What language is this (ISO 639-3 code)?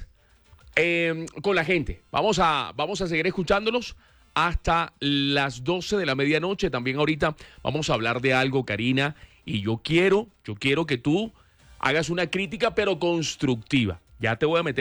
spa